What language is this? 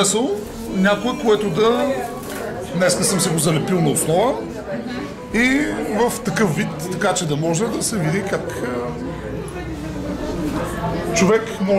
Bulgarian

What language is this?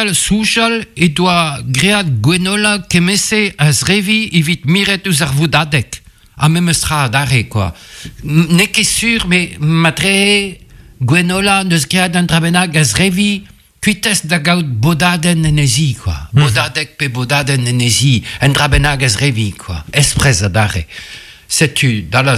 Breton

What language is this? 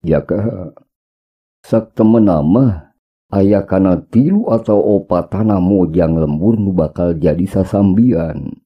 Sundanese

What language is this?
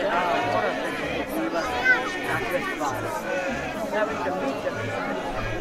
Croatian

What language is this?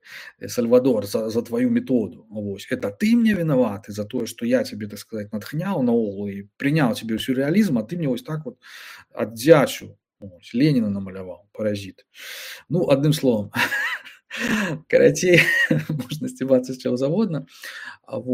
Belarusian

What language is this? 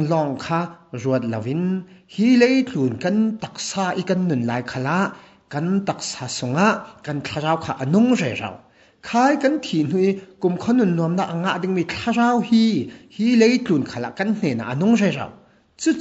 Falam Chin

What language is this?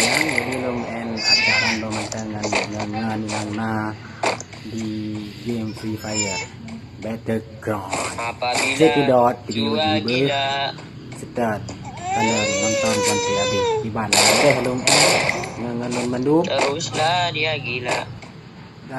Achinese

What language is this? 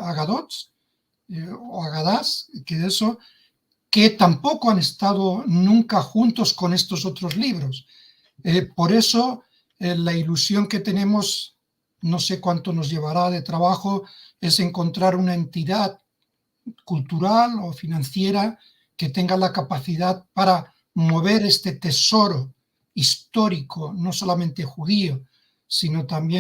Ladino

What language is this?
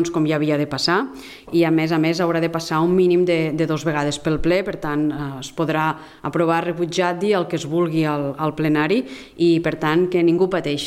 Catalan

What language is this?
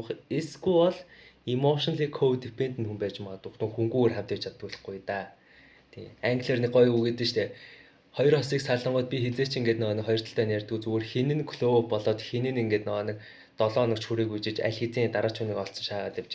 Mongolian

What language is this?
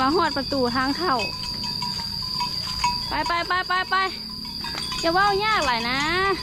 Lao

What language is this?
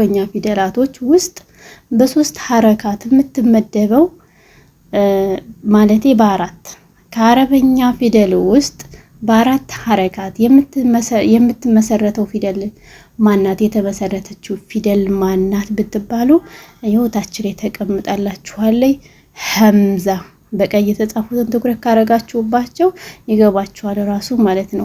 Amharic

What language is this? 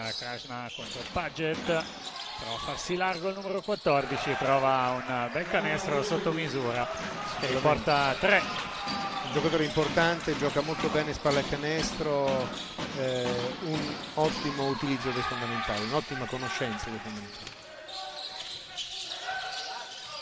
Italian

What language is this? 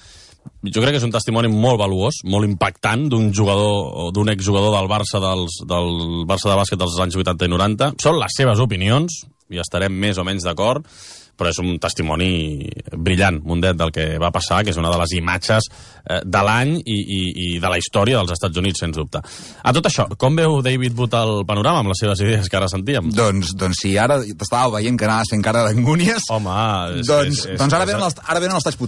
Catalan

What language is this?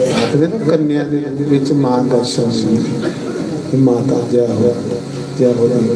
Dogri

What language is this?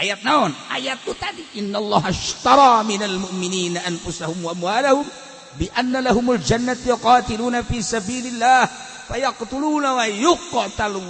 Sundanese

